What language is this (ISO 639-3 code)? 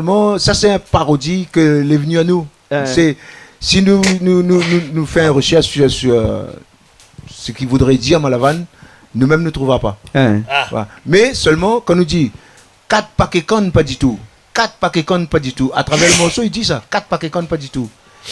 rcf